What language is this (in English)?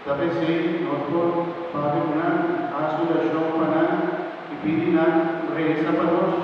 Papiamento